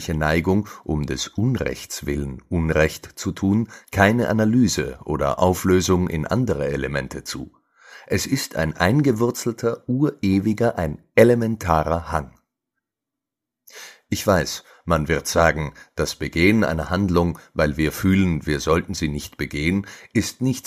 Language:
German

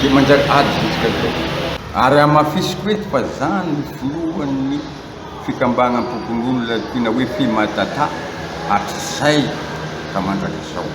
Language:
Malagasy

